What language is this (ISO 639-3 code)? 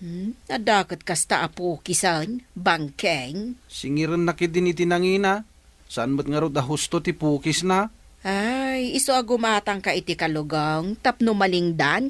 ilo